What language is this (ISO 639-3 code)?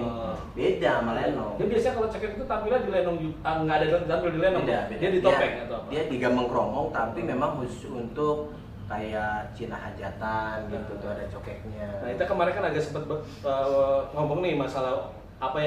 bew